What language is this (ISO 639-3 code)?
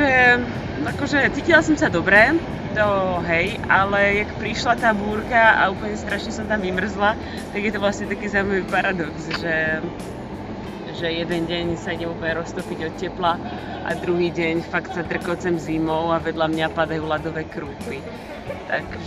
slk